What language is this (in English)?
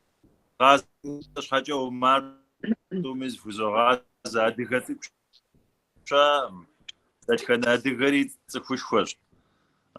Kabardian